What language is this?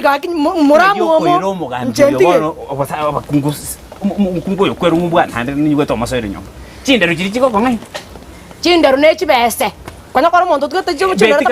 Gusii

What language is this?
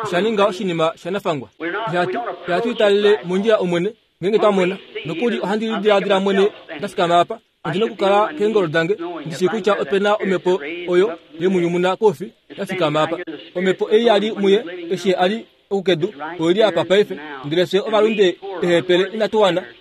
Kuanyama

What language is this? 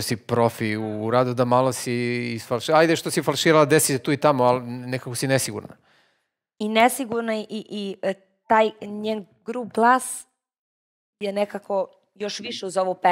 Serbian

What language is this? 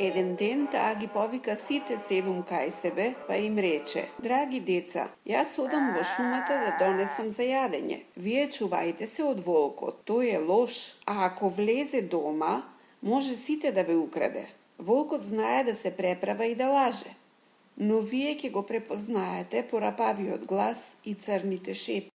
Macedonian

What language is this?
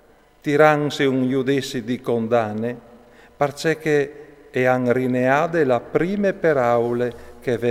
Friulian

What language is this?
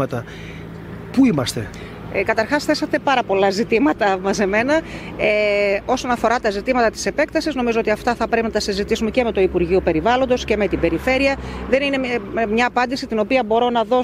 Greek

